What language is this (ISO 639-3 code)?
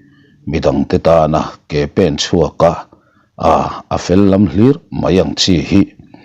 lus